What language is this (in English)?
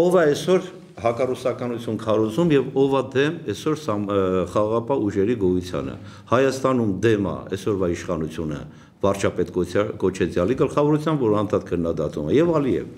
Armenian